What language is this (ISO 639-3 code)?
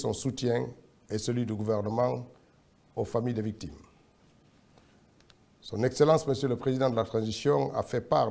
fra